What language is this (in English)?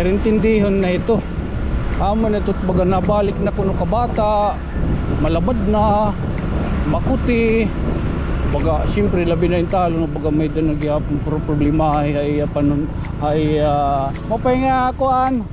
Waray